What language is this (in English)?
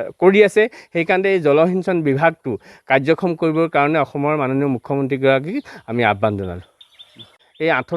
Assamese